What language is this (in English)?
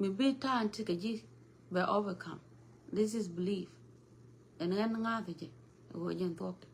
Nuer